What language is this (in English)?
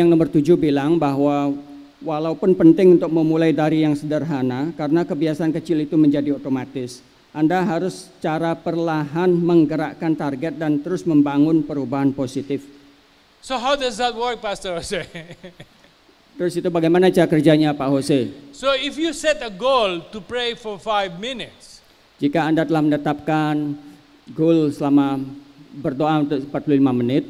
Indonesian